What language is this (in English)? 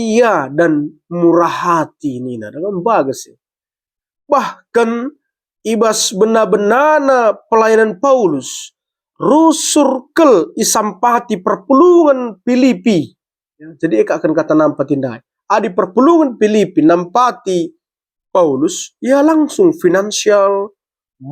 Batak Karo